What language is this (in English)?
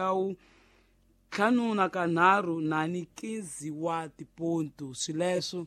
Tsonga